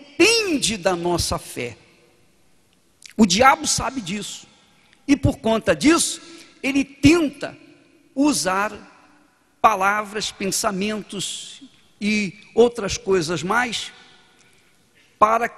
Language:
Portuguese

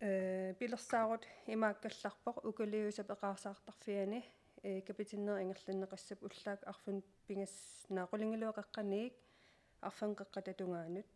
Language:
Kalaallisut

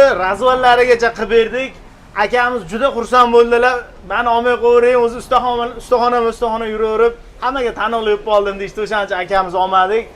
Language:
Uzbek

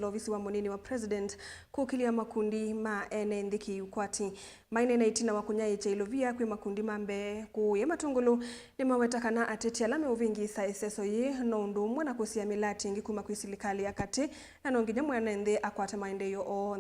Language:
Kamba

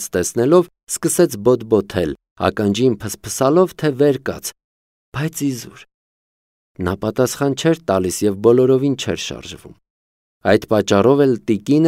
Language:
Armenian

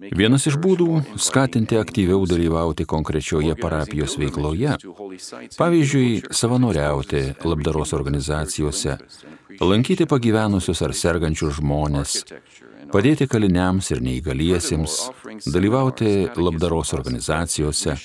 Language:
Lithuanian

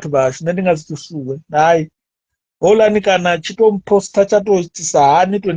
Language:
Venda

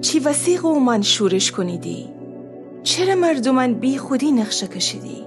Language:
Gilaki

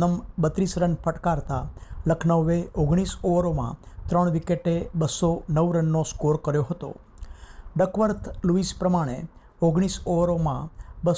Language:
Gujarati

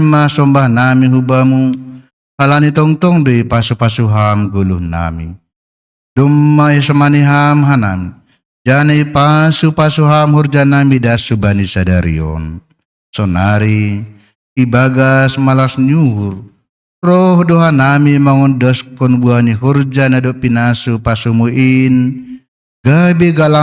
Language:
Batak Simalungun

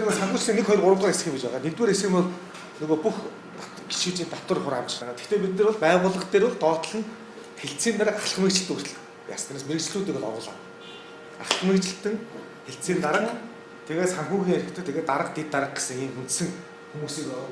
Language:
Mongolian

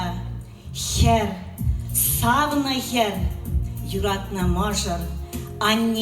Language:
Chuvash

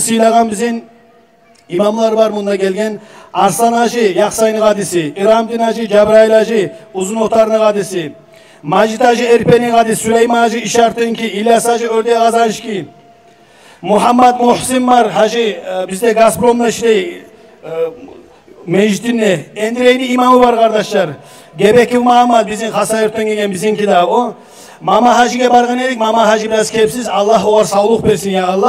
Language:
Kumyk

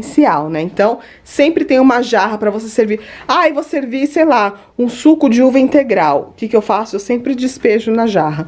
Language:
Portuguese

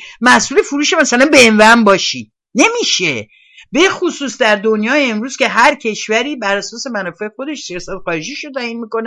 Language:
Persian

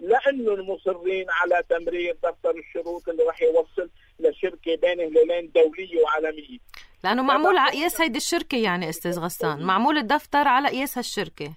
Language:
North Levantine Arabic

